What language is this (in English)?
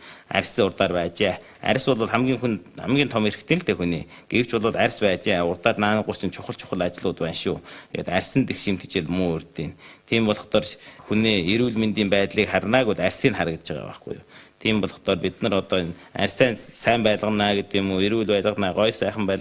Mongolian